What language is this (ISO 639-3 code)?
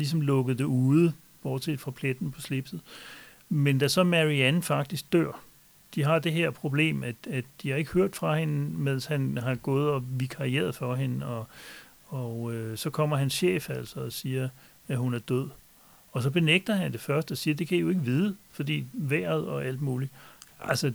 dan